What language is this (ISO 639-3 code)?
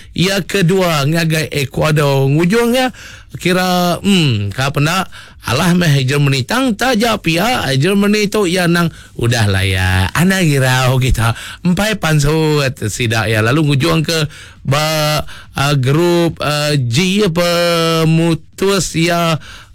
iba